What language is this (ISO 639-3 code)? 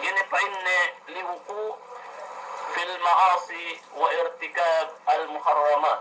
yka